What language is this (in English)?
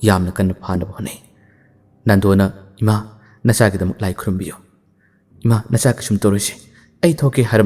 Manipuri